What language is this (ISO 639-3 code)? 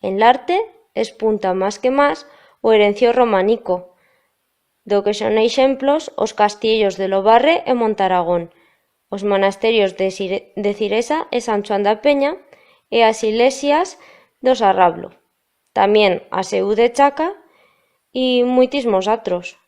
arg